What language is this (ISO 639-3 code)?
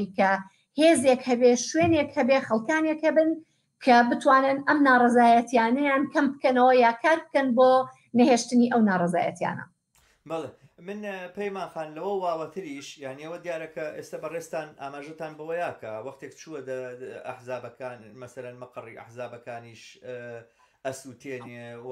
ckb